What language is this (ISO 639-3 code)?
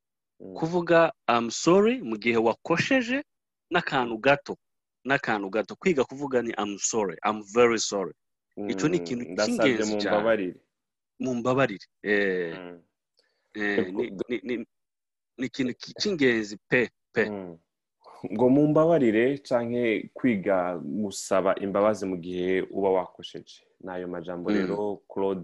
run